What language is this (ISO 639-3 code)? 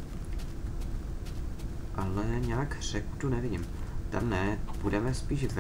ces